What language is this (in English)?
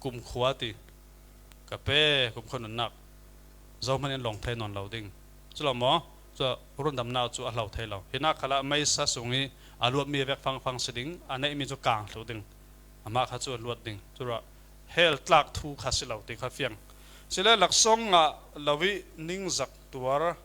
Falam Chin